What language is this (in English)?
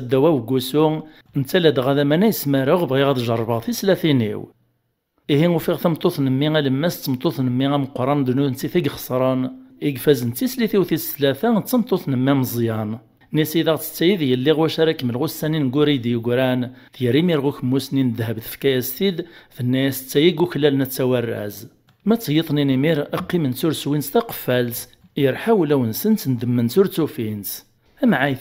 Kabyle